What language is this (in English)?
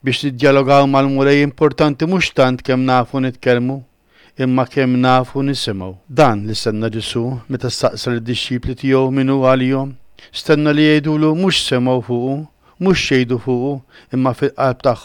Maltese